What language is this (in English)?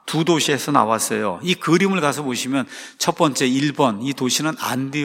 Korean